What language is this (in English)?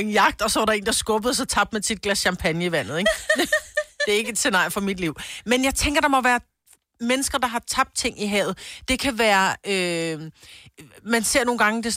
Danish